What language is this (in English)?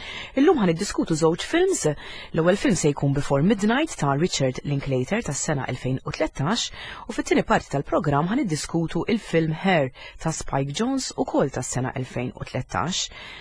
Maltese